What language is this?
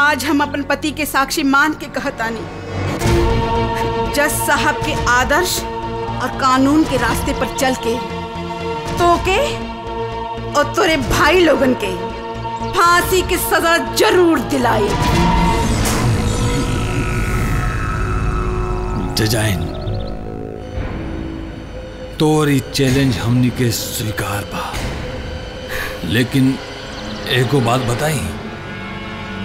Bhojpuri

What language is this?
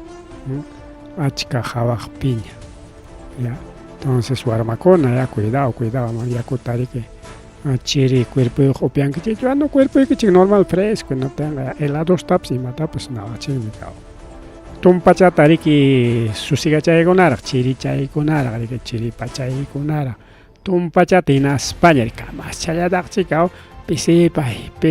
Ayacucho Quechua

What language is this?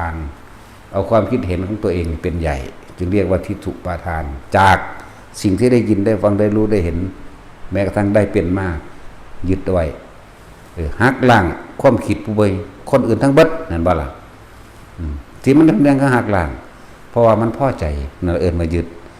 Lao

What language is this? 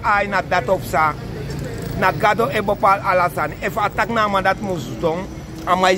Sranan Tongo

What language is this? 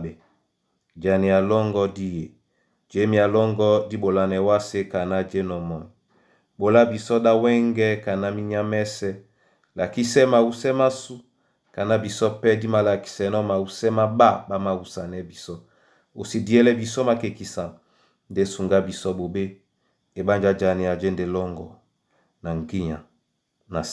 Duala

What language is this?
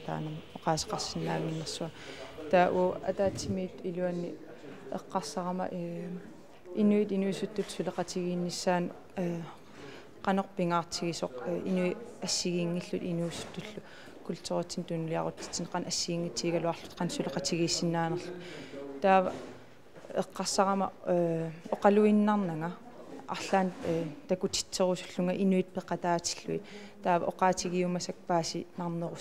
Kalaallisut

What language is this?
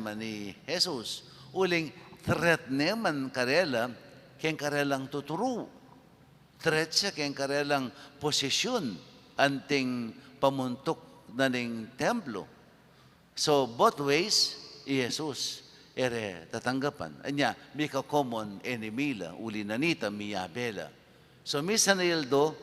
Pampanga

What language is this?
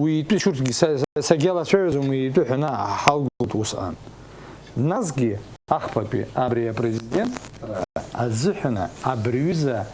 Abkhazian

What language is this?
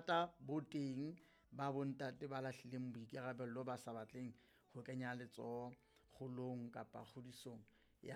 Southern Sotho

